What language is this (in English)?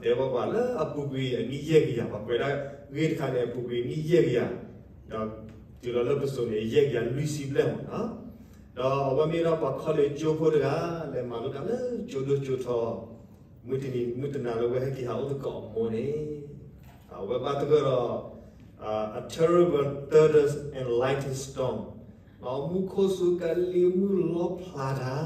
S'gaw Karen